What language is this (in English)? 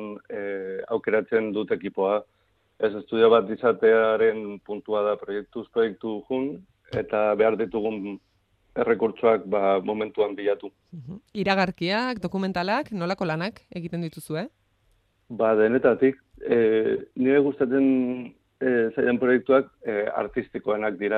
Basque